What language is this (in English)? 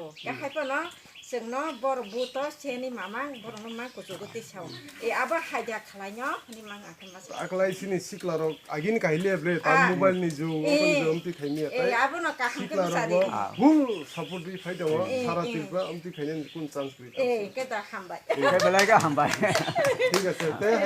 Kok Borok